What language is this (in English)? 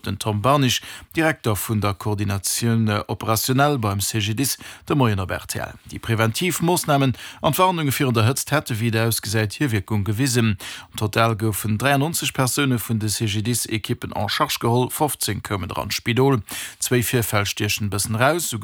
Luxembourgish